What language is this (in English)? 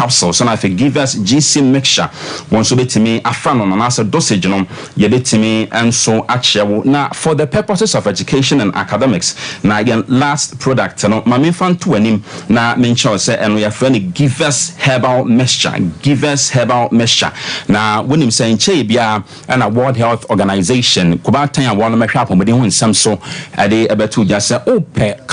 Akan